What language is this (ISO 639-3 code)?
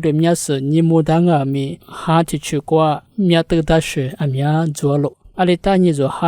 lis